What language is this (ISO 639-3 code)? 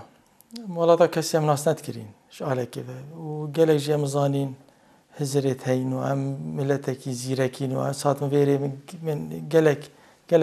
kur